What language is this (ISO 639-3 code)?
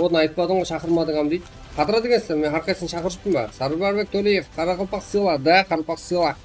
kaa